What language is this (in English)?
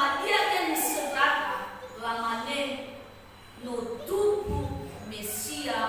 Nias